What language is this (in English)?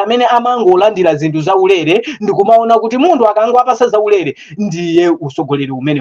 Nyanja